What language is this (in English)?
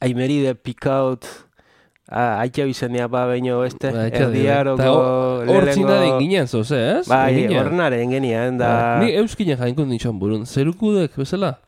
Basque